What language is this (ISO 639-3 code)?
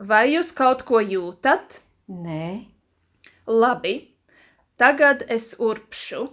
lav